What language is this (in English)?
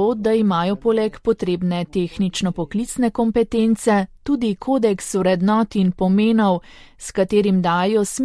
Slovenian